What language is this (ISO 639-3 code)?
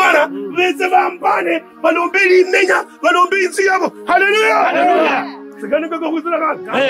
lkb